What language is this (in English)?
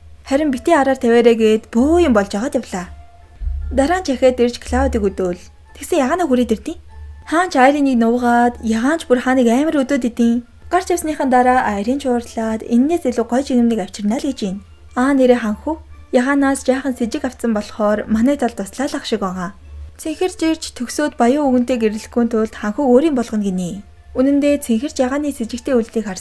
Mongolian